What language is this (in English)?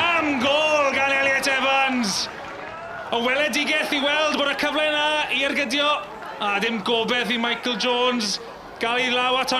Welsh